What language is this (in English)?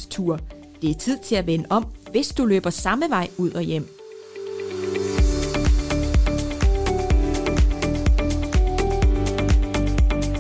Danish